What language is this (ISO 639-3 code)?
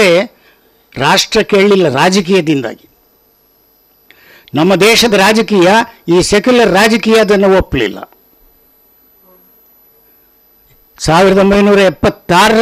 kan